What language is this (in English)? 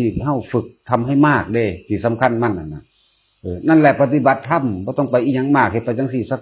Northeastern Thai